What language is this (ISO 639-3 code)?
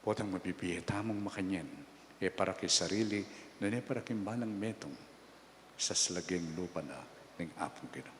pam